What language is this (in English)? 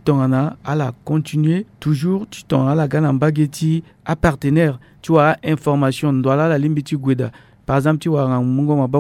Sango